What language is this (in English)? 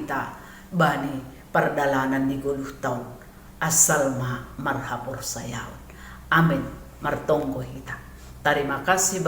Batak Simalungun